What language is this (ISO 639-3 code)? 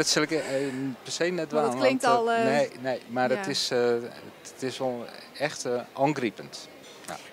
fry